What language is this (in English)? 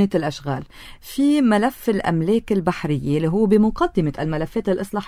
North Levantine Arabic